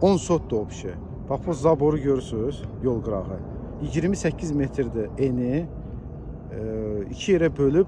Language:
Azerbaijani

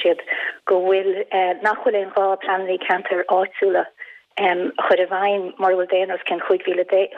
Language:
Irish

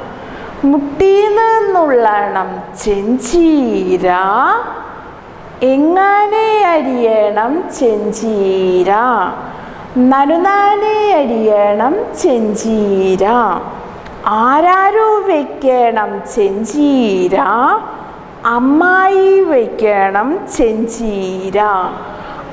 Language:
Malayalam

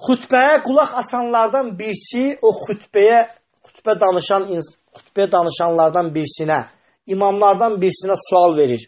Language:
Azerbaijani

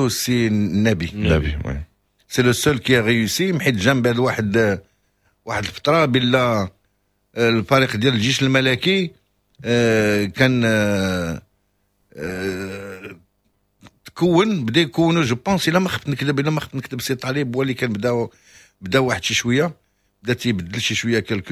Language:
Moroccan Arabic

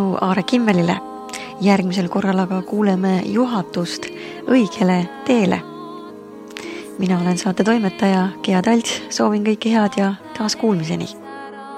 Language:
Estonian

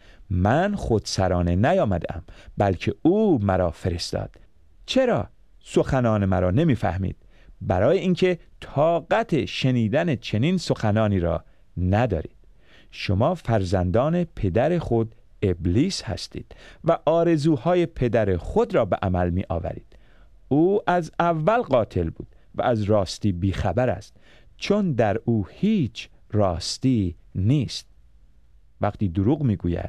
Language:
Persian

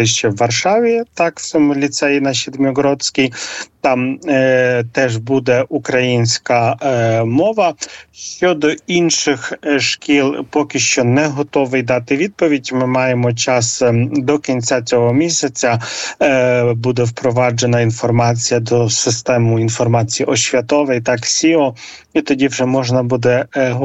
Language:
Ukrainian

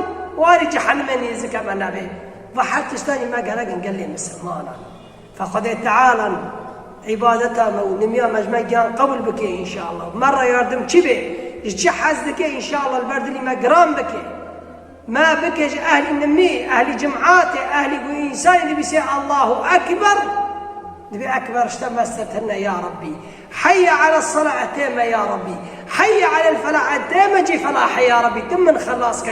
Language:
Kurdish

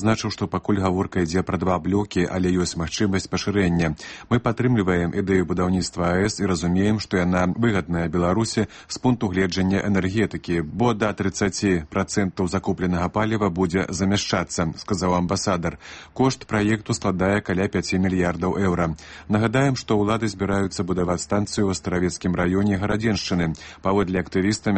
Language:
Belarusian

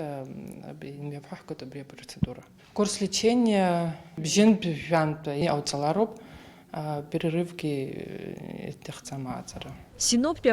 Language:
Abkhazian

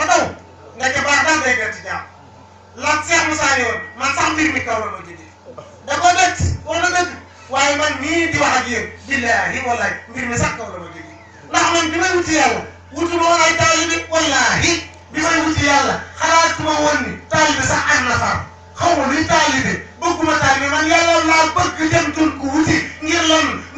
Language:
Wolof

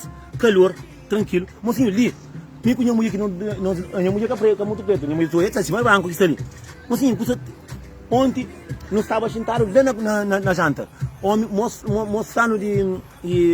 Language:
Kabuverdianu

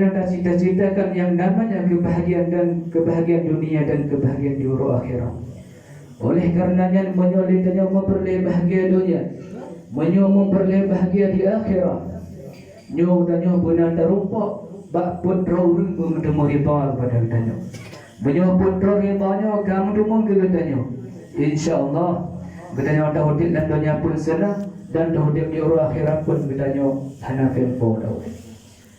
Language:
Achinese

